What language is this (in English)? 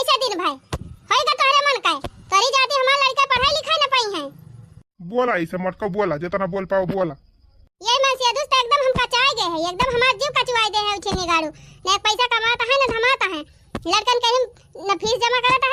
Awadhi